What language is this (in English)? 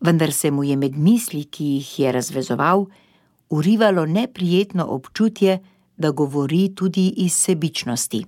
Slovenian